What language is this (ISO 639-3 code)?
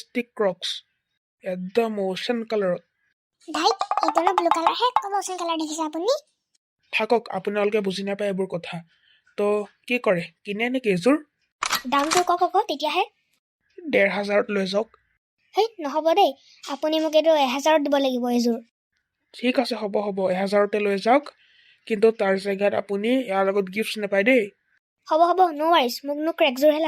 asm